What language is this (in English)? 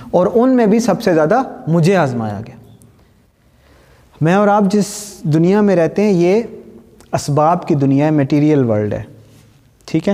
Urdu